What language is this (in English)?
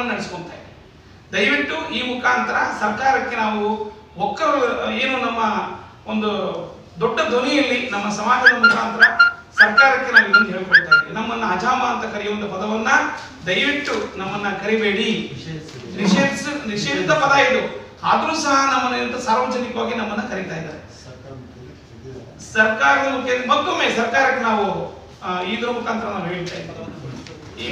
Kannada